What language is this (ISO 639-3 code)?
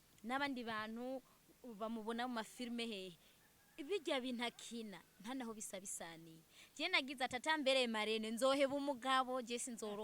run